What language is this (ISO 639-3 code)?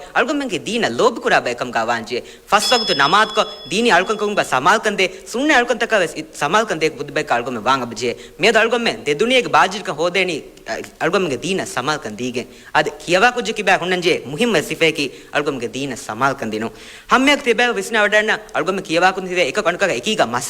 div